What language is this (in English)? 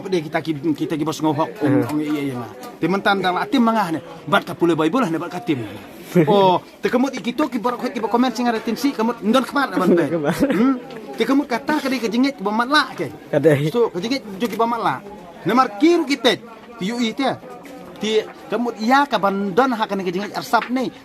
Khasi